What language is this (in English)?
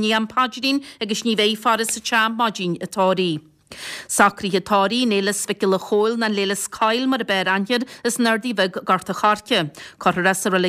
Irish